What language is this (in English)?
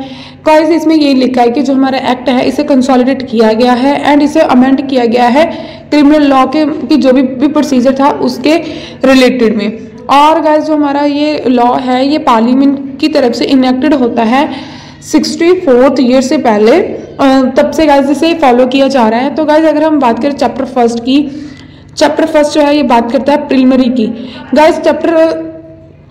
Hindi